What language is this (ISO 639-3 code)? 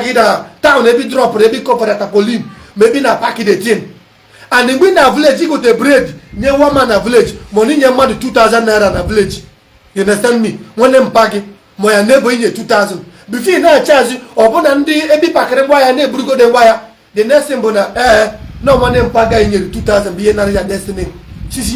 ibo